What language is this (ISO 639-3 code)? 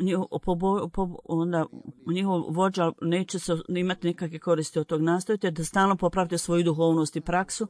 bos